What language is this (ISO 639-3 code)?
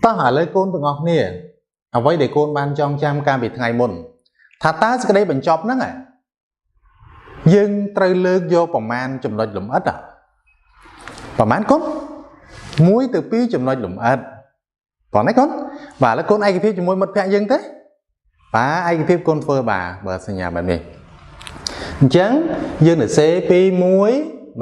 khm